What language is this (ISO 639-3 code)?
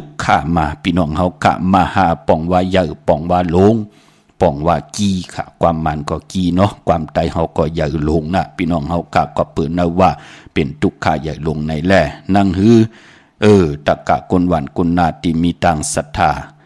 shn